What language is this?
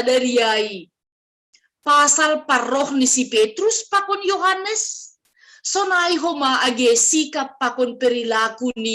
Batak Simalungun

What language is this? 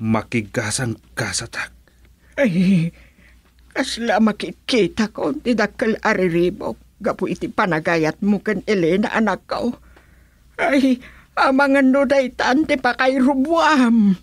Iloko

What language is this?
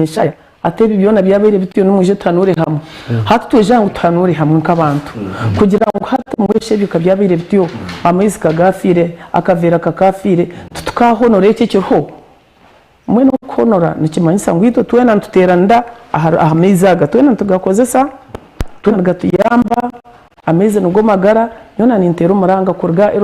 Nyankole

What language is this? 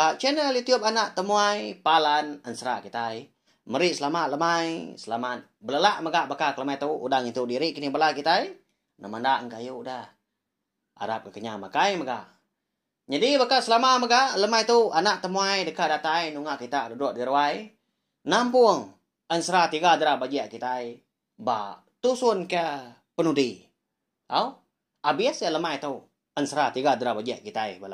Iban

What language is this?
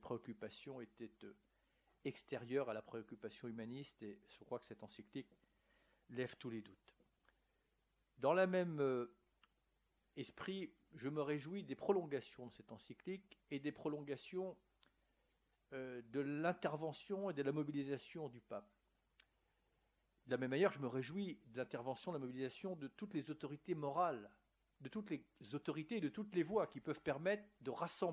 French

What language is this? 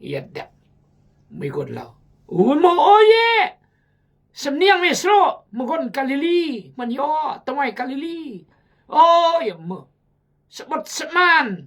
Khmu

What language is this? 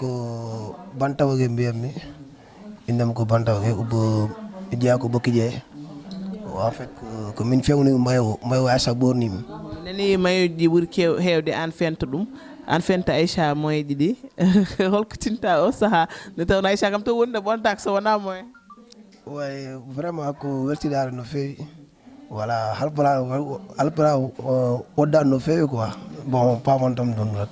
Fula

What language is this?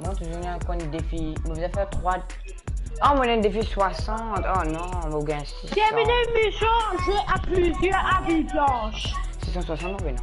Morisyen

